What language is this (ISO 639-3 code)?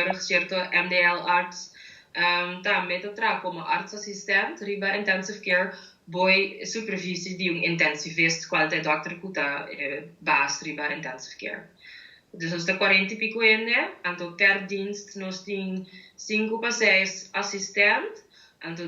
pap